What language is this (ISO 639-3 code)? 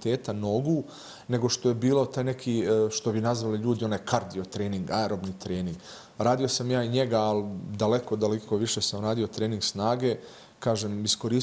bos